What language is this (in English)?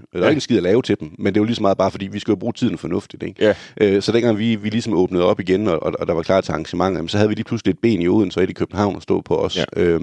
Danish